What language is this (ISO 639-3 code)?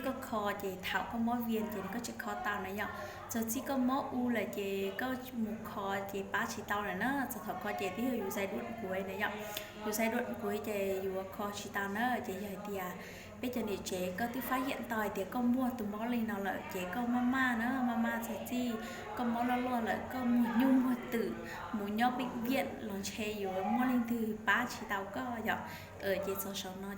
hmn